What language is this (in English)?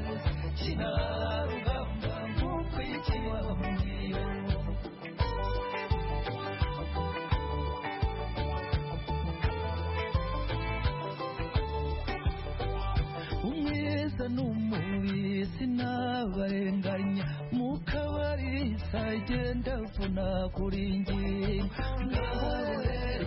Kinyarwanda